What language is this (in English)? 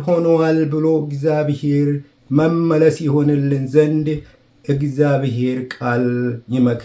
Amharic